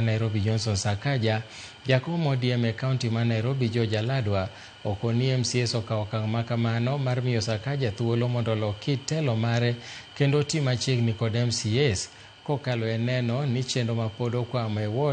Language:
Luo (Kenya and Tanzania)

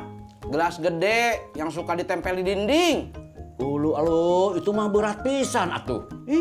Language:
Betawi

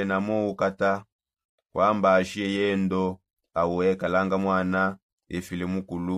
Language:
Songe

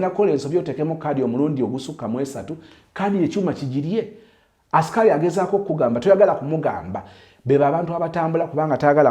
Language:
Ganda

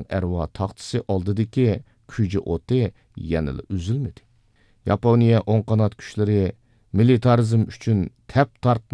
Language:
Uyghur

